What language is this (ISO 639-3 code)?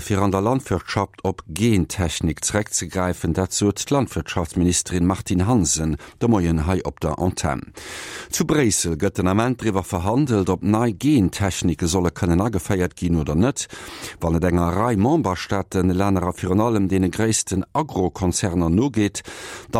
ltz